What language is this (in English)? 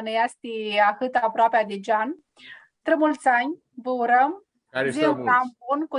Aromanian